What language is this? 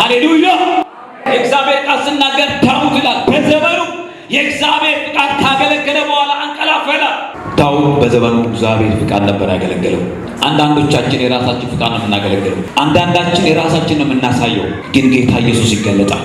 Amharic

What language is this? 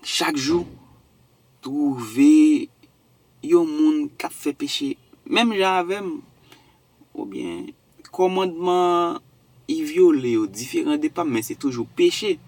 Haitian Creole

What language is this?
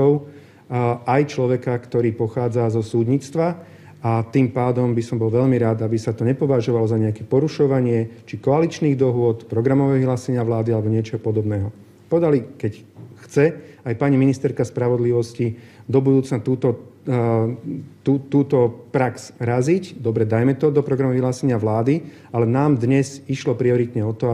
Slovak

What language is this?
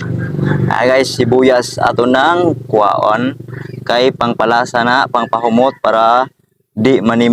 Cebuano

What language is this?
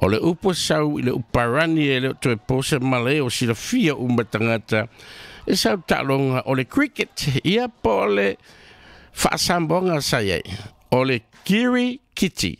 Samoan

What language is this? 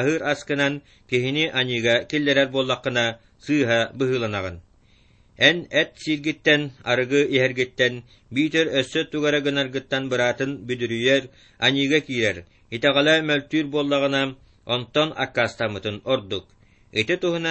Yakut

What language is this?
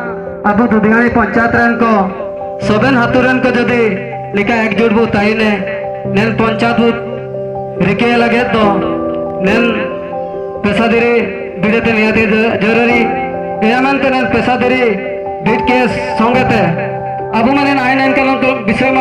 Santali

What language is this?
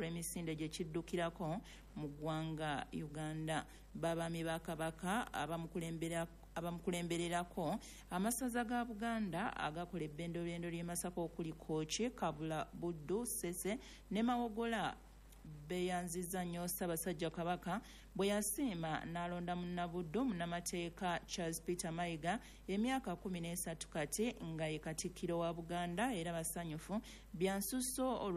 Ganda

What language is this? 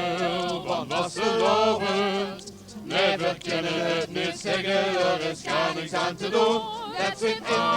Limburgish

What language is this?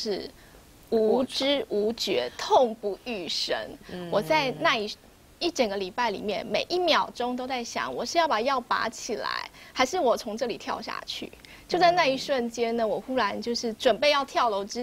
Chinese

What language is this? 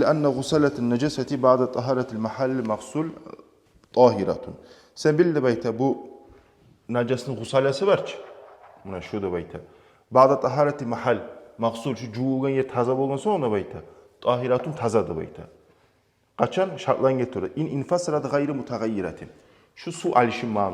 Kumyk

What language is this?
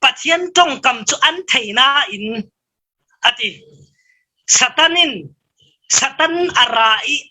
Falam Chin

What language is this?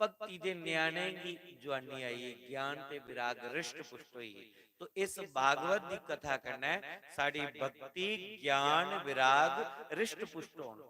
Dogri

